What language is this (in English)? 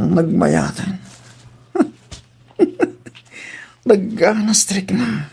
Iloko